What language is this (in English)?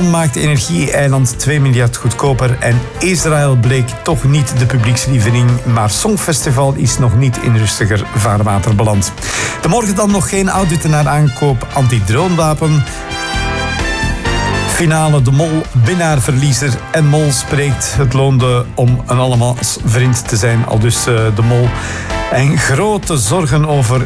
Dutch